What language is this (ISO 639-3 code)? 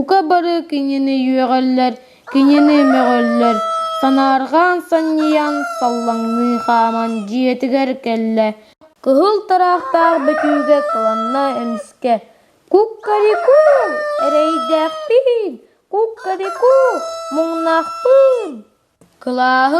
sah